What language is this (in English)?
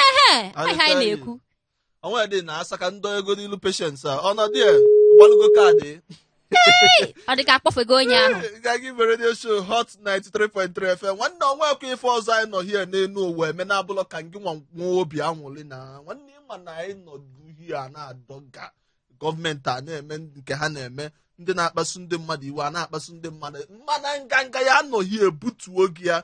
Igbo